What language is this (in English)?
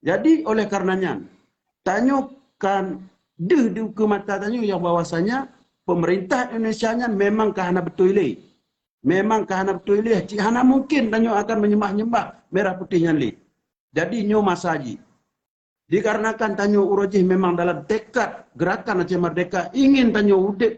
Achinese